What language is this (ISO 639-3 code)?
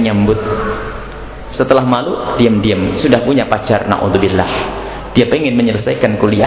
ind